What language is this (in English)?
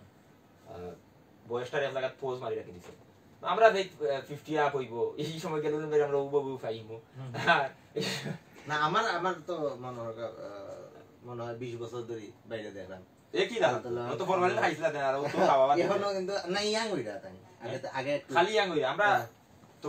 Sylheti